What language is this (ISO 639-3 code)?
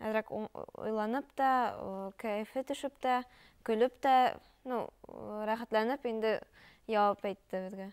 bak